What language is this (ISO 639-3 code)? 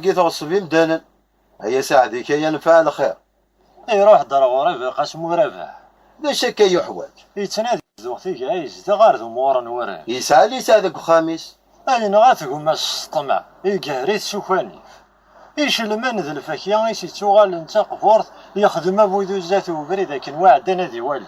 kab